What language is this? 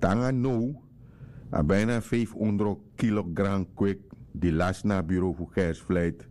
Sranan Tongo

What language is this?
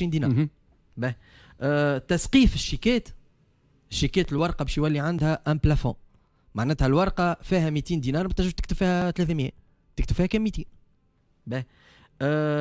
Tunisian Arabic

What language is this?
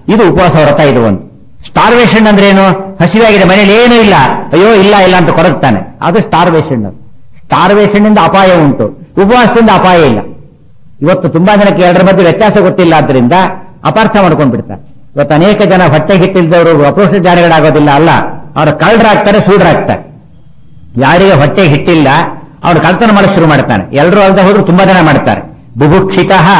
Kannada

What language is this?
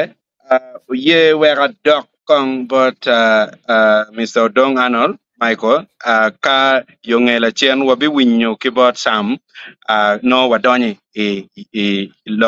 Acoli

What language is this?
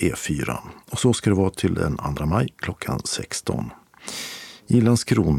Swedish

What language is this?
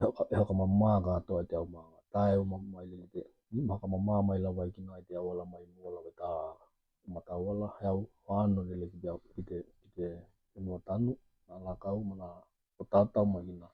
Tokelau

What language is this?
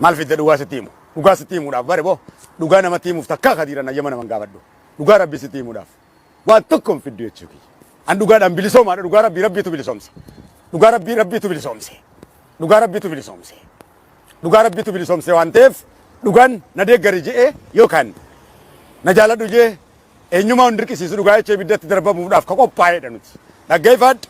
Oromo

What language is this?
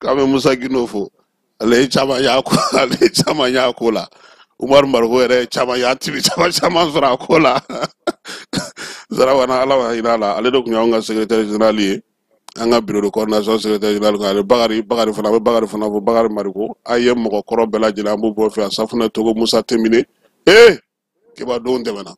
Bambara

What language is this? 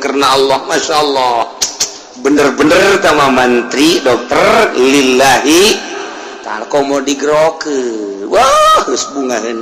Sundanese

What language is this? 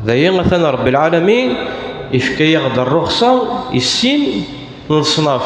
Kabyle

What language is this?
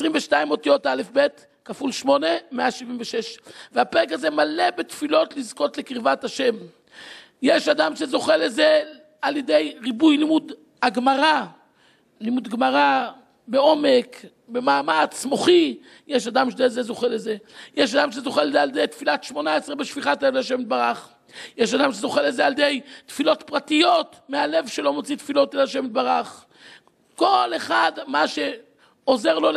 Hebrew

